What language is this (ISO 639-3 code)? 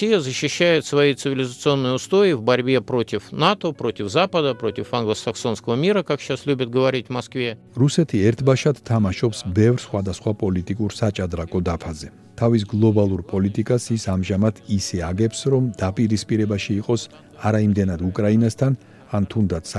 kat